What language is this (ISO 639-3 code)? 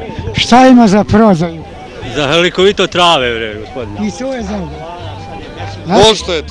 srp